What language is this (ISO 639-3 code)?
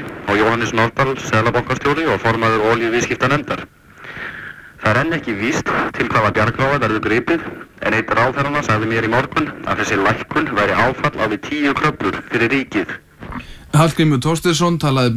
isl